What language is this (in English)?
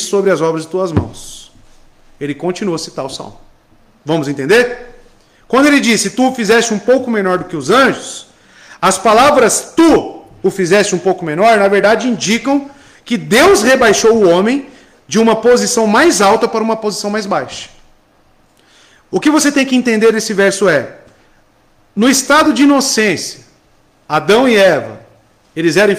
Portuguese